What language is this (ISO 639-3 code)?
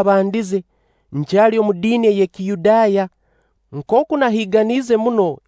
nyo